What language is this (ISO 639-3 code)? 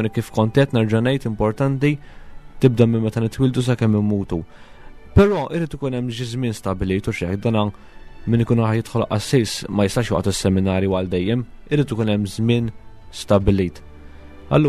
mlt